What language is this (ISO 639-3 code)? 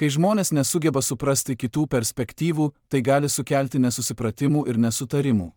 lit